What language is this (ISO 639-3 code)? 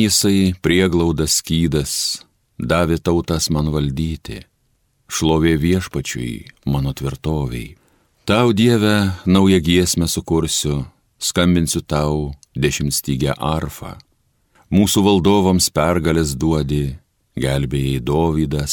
lit